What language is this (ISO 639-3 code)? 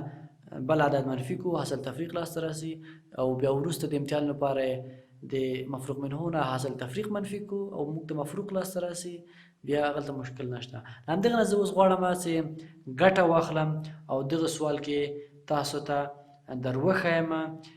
pus